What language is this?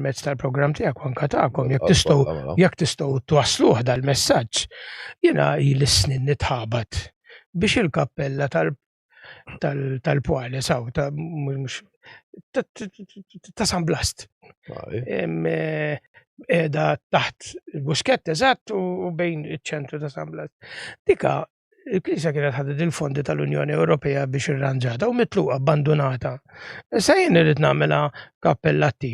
Maltese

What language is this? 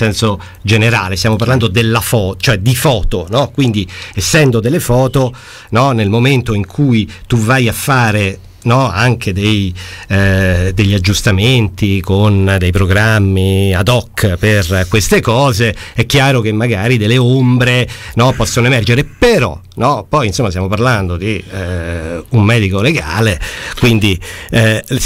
Italian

